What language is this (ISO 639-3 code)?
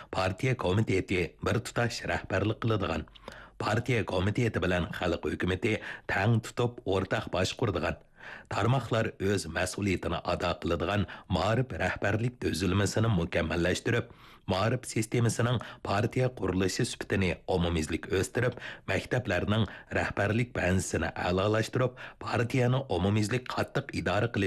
uig